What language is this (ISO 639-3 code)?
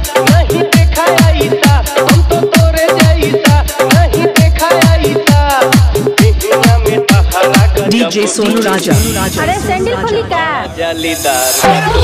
bho